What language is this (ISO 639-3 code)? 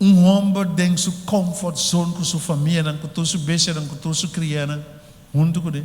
pap